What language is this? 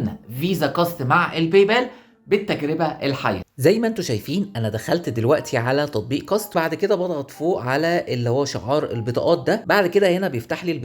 Egyptian Arabic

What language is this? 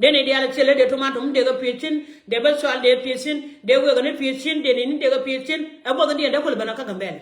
Nuer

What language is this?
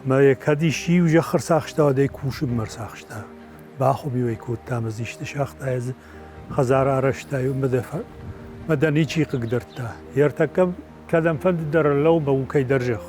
Ossetic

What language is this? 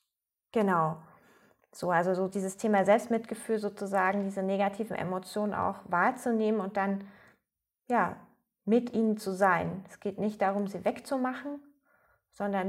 German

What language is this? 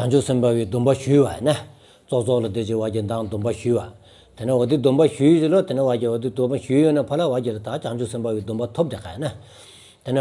Stod Bhoti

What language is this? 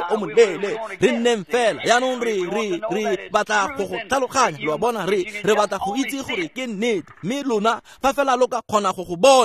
Tswana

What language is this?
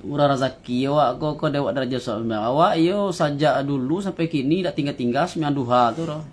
Minangkabau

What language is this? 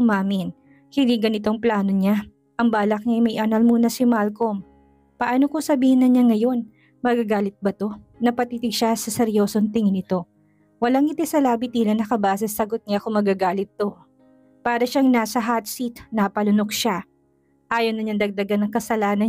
Filipino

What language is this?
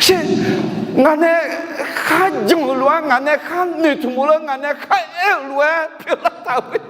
Akha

